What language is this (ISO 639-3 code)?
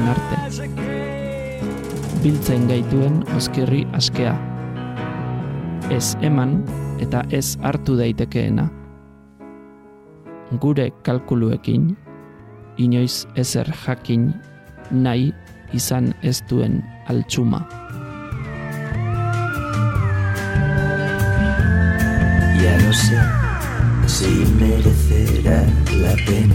eus